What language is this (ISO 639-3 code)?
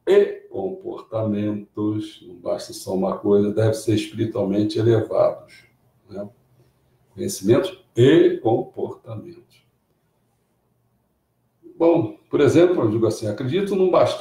por